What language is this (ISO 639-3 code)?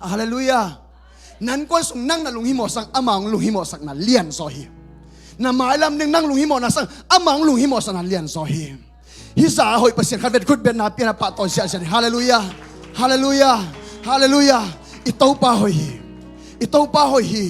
ctd